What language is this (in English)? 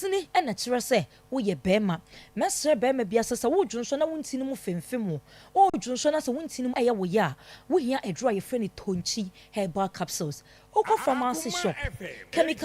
Akan